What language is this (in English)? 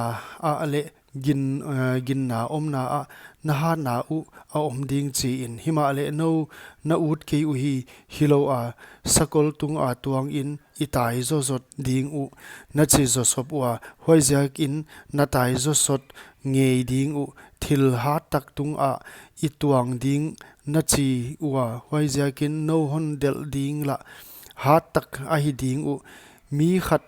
Paite Chin